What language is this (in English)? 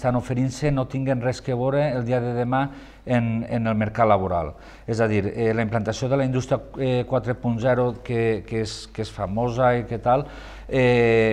Catalan